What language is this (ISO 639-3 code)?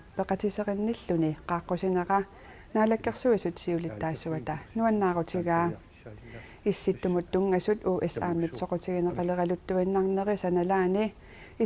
kal